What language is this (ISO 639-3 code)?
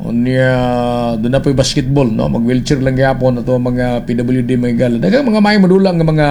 ceb